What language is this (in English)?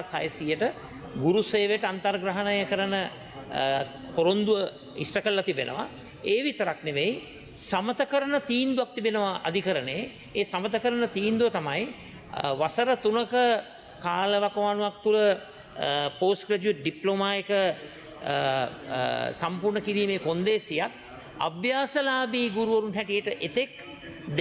Sinhala